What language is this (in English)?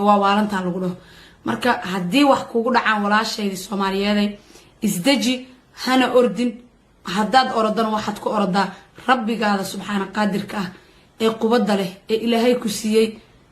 Somali